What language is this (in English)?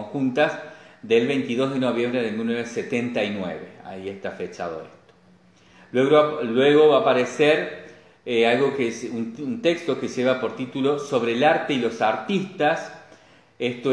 Spanish